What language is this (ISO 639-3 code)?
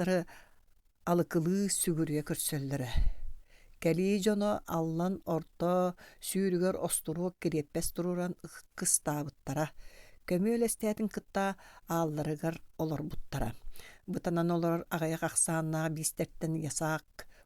sah